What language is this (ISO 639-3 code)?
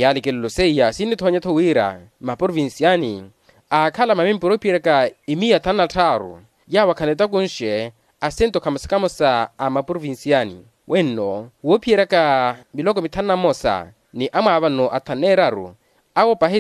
vmw